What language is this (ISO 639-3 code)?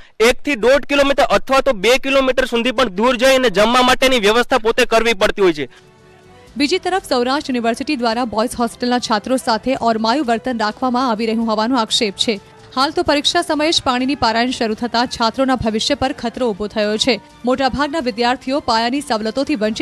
guj